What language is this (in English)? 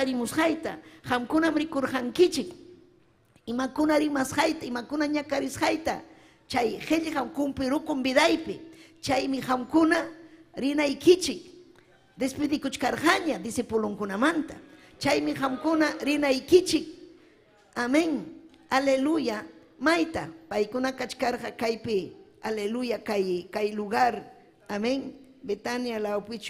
Ayacucho Quechua